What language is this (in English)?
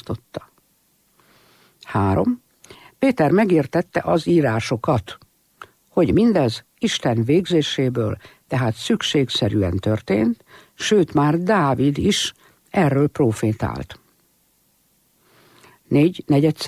Hungarian